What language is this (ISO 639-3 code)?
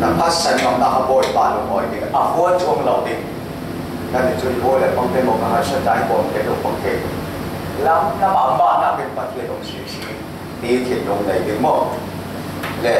cfm